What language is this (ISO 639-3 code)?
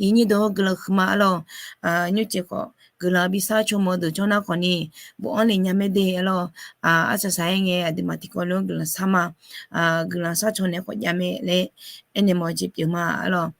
ahk